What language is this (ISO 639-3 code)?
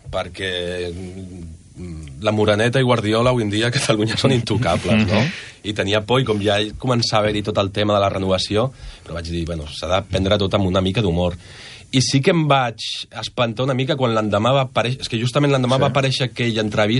cat